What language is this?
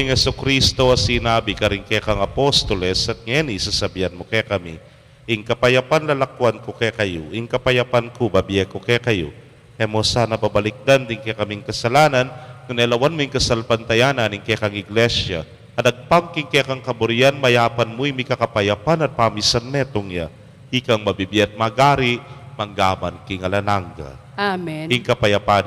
Pampanga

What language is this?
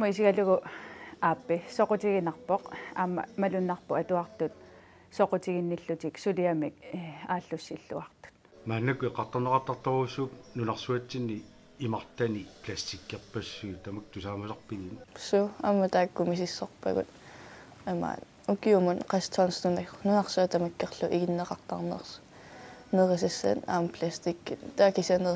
Kalaallisut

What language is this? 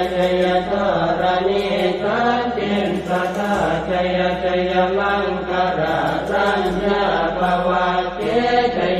Pali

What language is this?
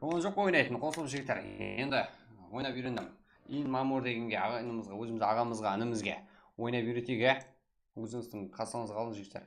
Kara-Kalpak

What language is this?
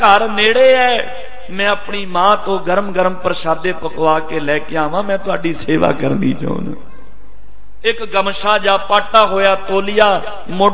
Punjabi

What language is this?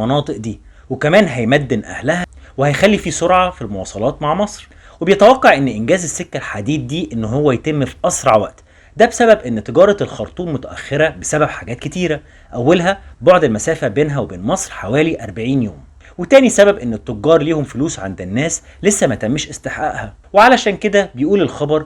Egyptian Arabic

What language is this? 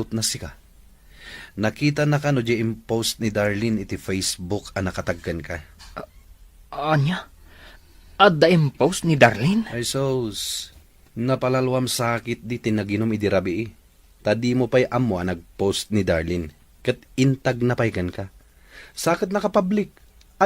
Iloko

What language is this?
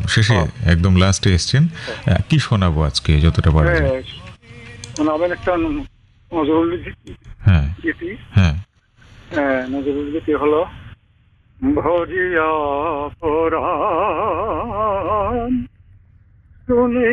Bangla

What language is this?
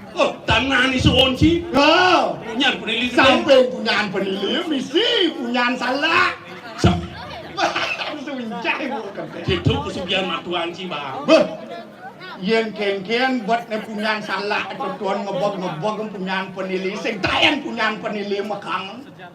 Balinese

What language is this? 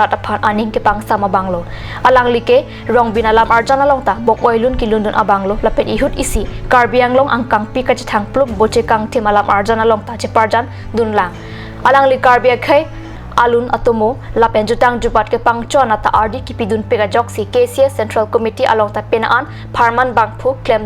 Karbi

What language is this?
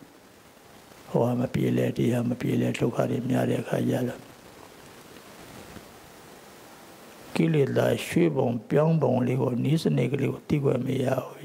Burmese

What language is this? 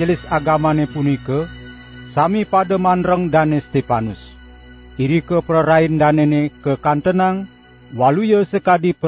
Balinese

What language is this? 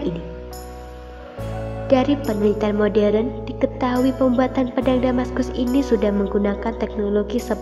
Indonesian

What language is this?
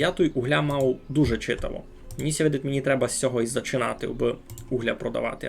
Rusyn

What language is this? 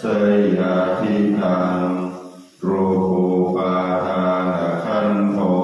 Pali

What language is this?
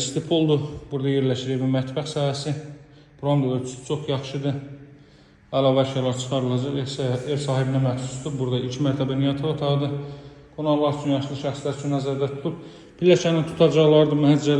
Azerbaijani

